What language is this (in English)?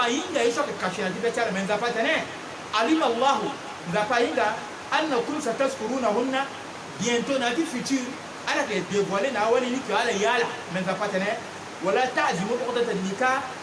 Sango